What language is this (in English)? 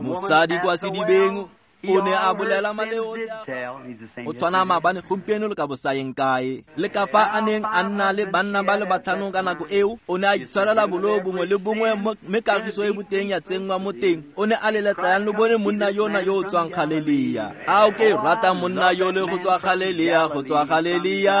Tswana